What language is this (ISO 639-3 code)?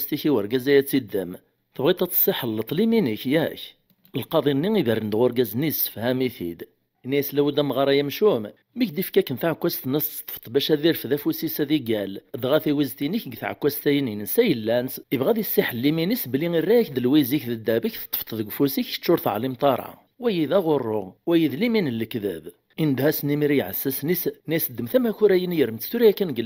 kab